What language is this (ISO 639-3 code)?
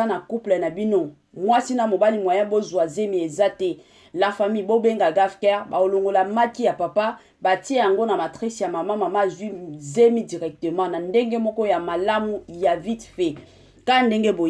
lin